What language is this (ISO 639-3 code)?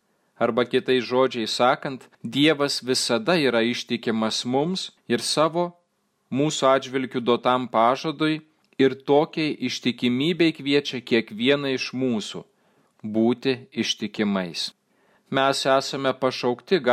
lit